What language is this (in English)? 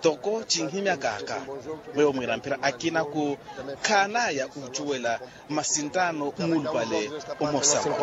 Makhuwa